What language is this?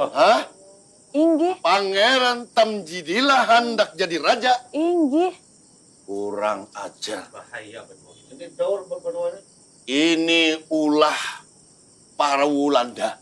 Banjar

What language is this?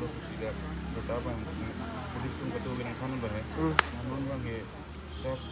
Karbi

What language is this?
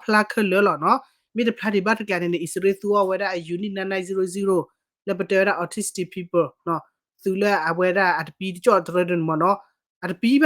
S'gaw Karen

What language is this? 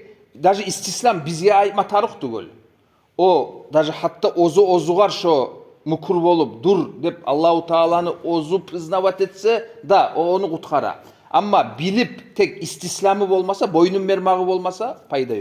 Kumyk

